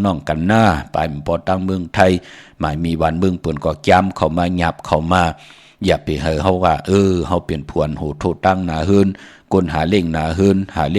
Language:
Shan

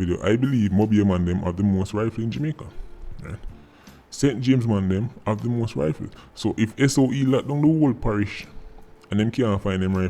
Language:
Jamaican Creole English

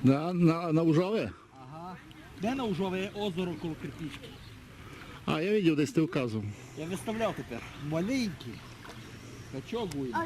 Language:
Rusyn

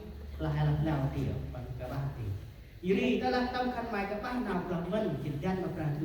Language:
Central Mnong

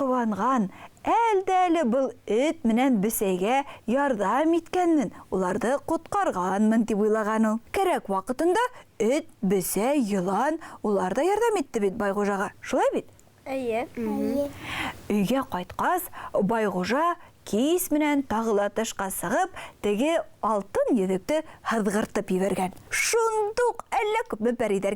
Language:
Bashkir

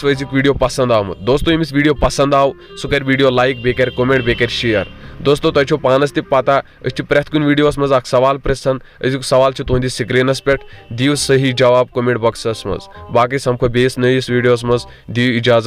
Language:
Kashmiri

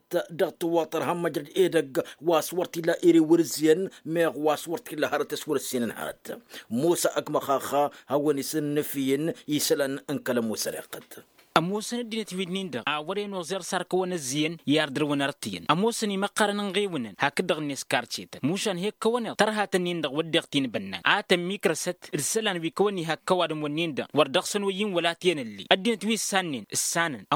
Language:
Tamasheq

